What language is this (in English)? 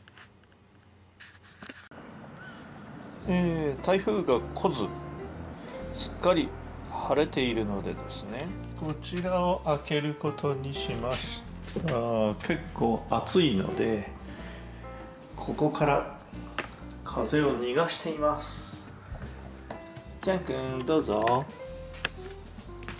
Japanese